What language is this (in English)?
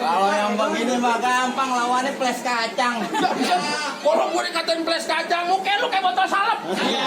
Betawi